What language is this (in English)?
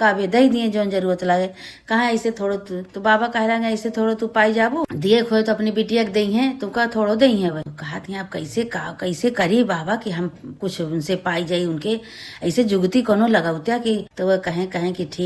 Awadhi